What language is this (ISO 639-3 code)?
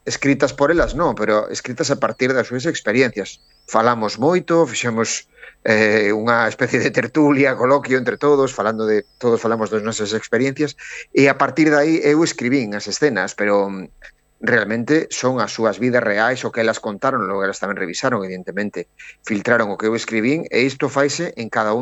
glg